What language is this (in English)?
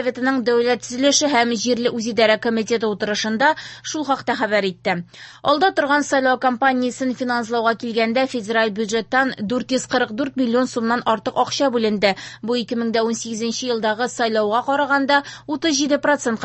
Tatar